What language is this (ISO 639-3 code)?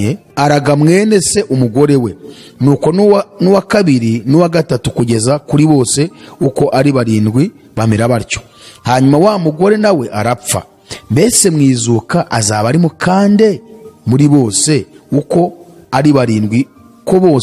kin